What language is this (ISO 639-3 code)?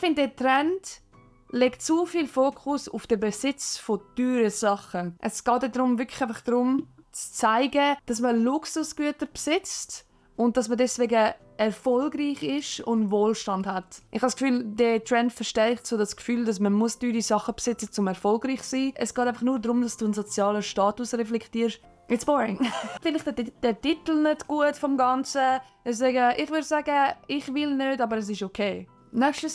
gsw